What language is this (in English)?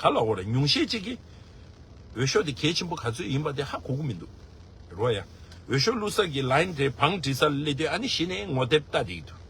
Tibetan